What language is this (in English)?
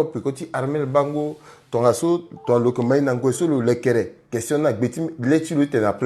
Sango